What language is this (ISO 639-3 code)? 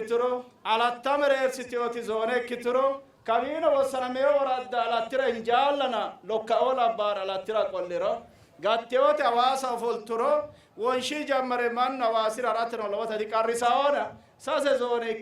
sid